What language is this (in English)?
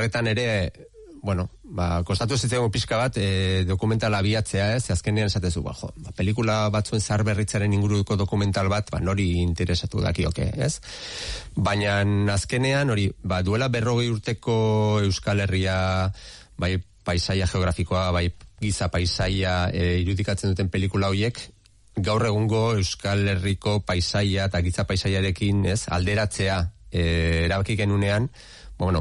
Basque